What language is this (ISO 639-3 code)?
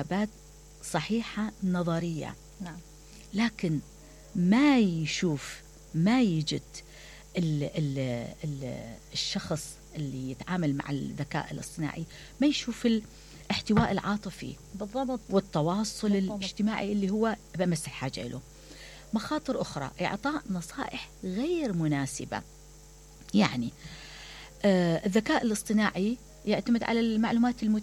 acm